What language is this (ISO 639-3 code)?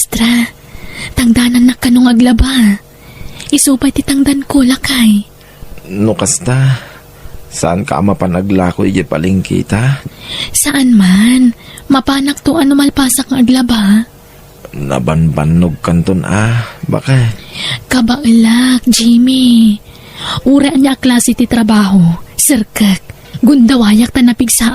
ilo